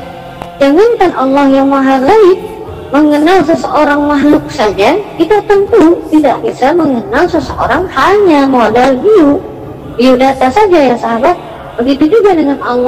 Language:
Indonesian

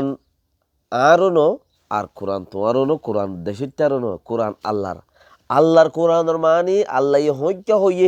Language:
Rohingya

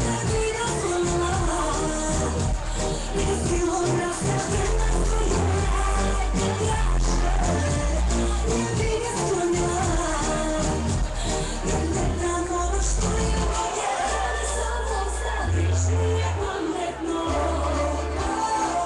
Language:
Croatian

